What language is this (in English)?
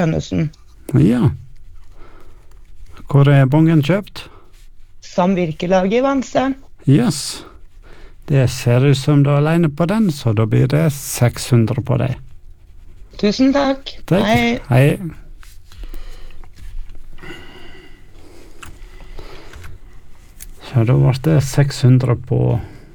Norwegian